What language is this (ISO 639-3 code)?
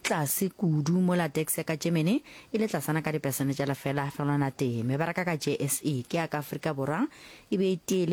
nso